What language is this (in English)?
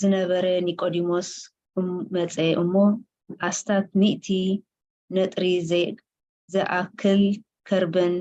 Tigrinya